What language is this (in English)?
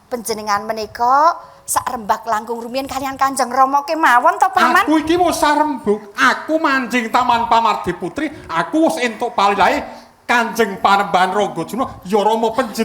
Javanese